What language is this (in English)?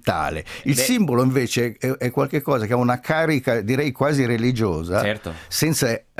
Italian